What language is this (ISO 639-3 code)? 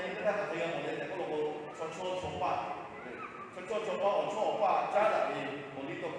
lhu